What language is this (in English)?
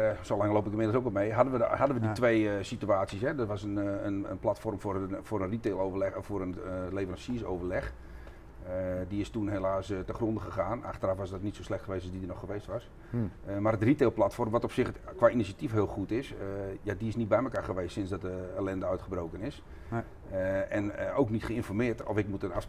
Dutch